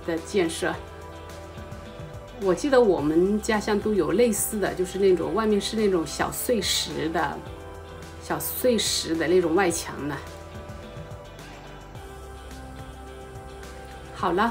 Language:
Chinese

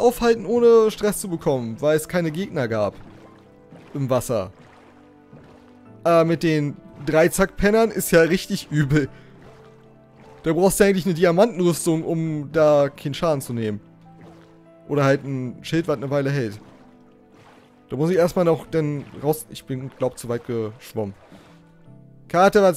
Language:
German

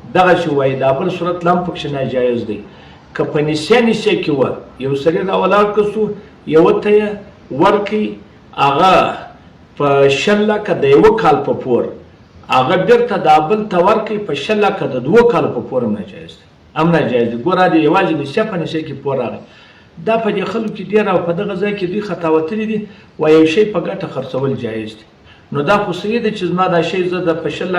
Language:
Pashto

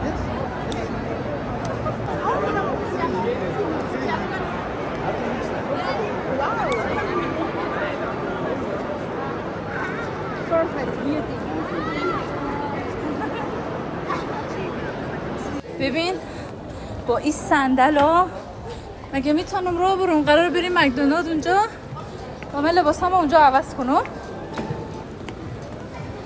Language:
Persian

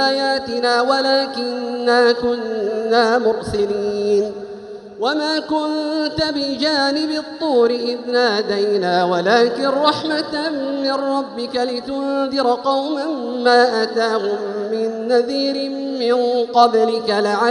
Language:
Arabic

